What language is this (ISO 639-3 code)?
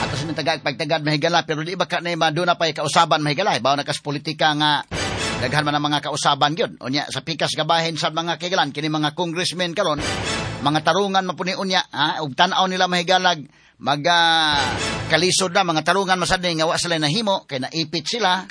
ceb